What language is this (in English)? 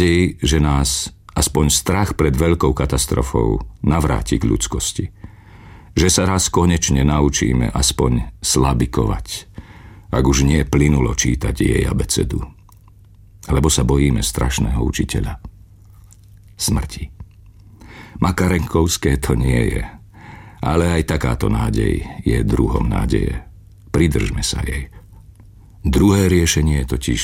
Slovak